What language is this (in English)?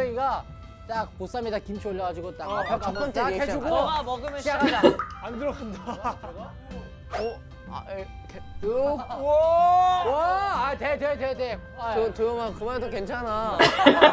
Korean